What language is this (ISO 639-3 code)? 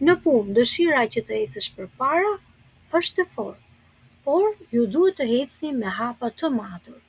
sqi